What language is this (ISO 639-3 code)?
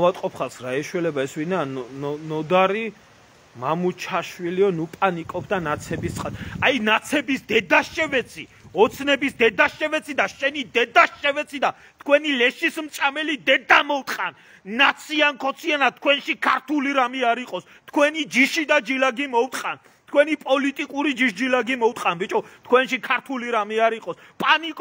kat